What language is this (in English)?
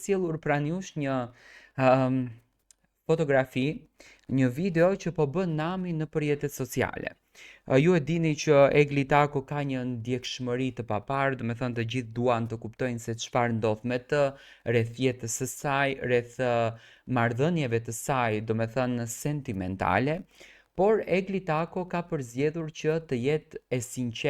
Albanian